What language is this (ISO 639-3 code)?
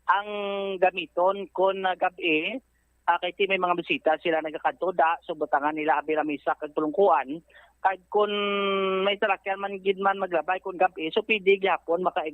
hil